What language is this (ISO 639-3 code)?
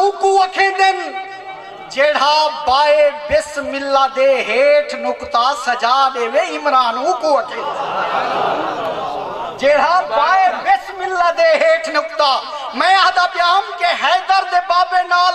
skr